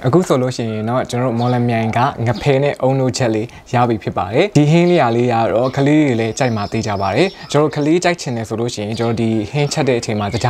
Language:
Burmese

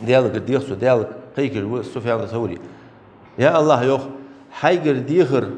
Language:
Ingush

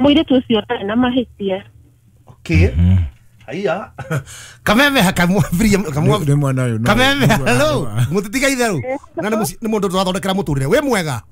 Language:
Kikuyu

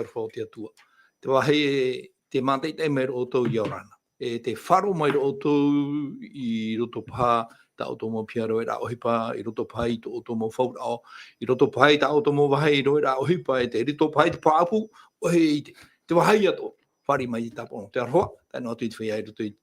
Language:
Tahitian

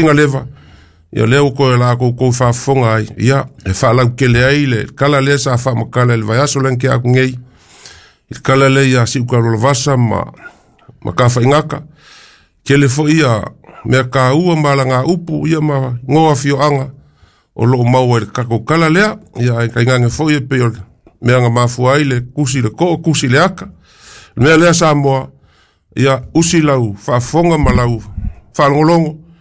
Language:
Samoan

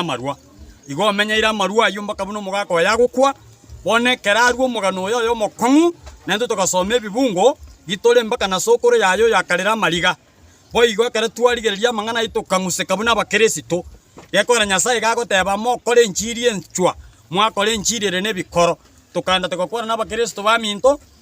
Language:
Gusii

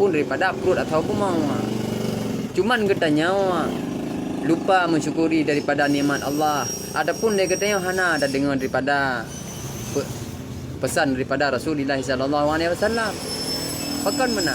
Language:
Achinese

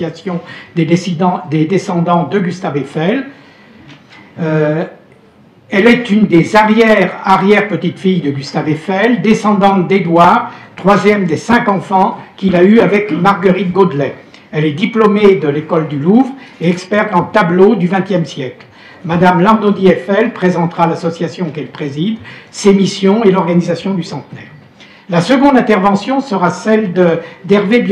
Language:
French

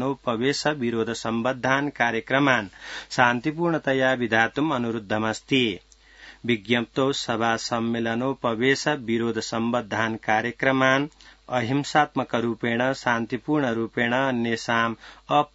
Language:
Sanskrit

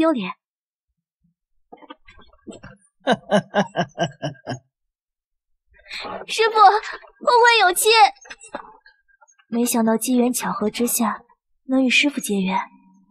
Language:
Chinese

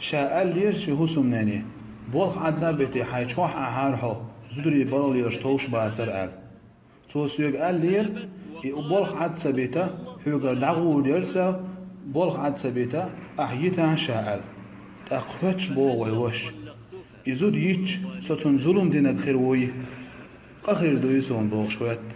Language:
Chechen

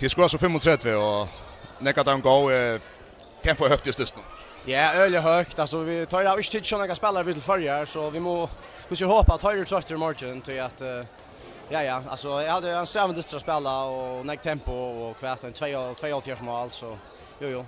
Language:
Faroese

